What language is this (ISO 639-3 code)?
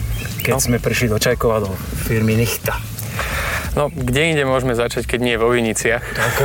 slk